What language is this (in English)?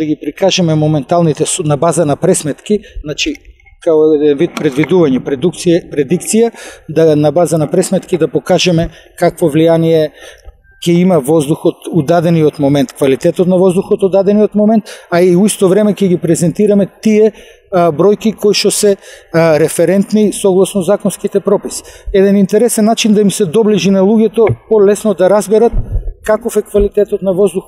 Macedonian